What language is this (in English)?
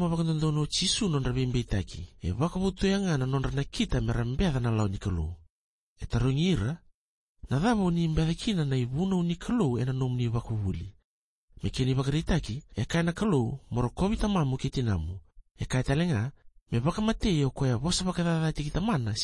Fijian